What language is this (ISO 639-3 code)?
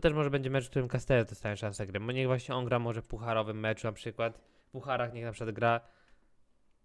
pol